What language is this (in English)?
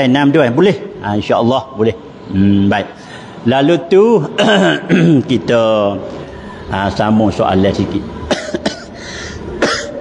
Malay